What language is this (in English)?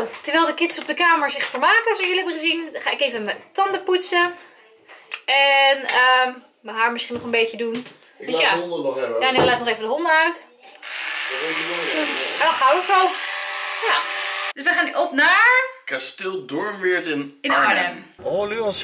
Dutch